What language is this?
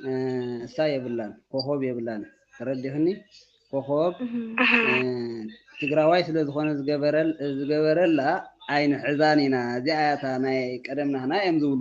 Tigrinya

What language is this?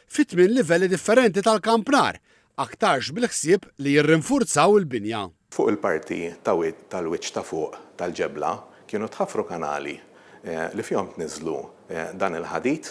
Maltese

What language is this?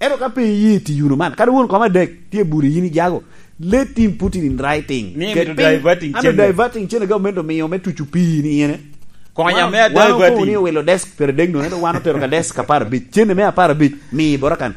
Lango (Uganda)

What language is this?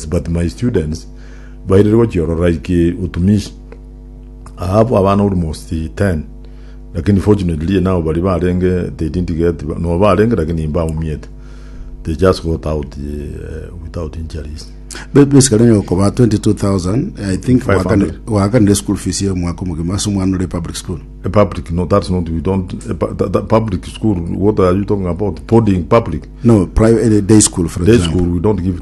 Gusii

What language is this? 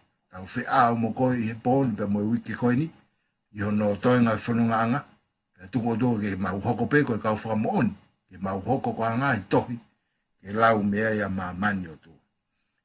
Tongan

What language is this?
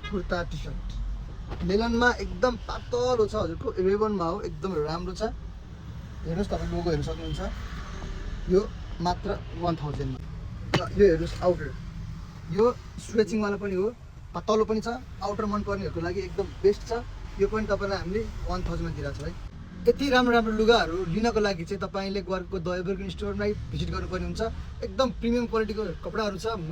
Nepali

